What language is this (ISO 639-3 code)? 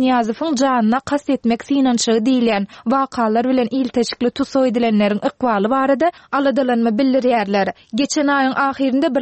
tuk